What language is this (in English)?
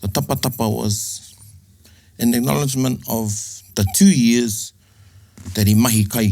Māori